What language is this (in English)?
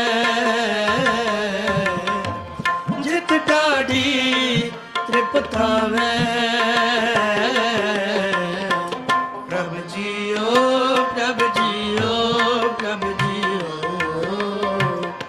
Punjabi